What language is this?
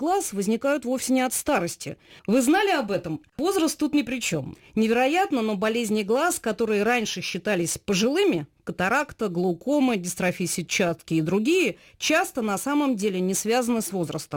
Russian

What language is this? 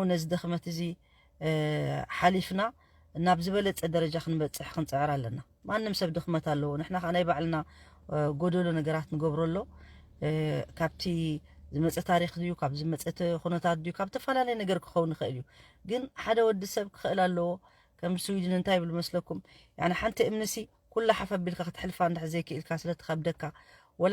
Tigrinya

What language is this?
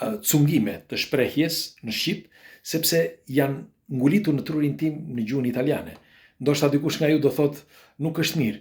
Albanian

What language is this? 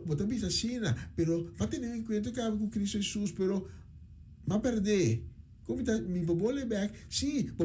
Papiamento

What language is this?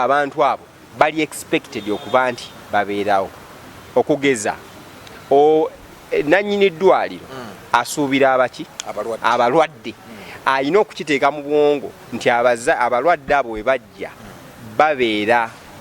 Ganda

